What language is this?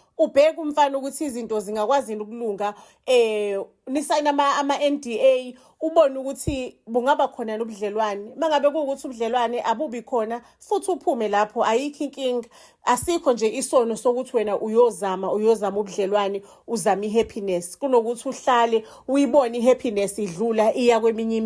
Zulu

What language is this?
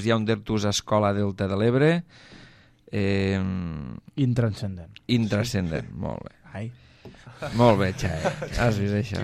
Catalan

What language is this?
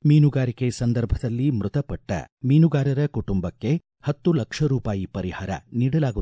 Kannada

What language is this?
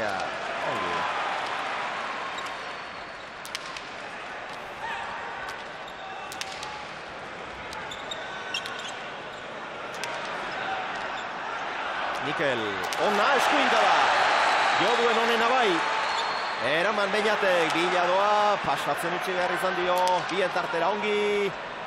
Basque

